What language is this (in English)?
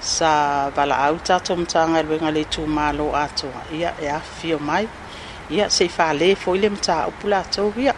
Samoan